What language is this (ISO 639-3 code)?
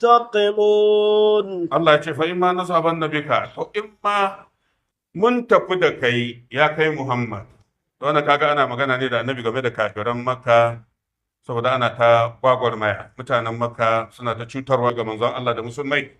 hau